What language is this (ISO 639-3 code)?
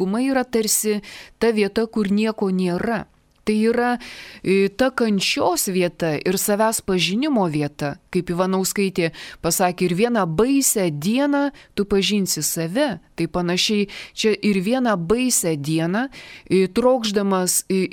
lit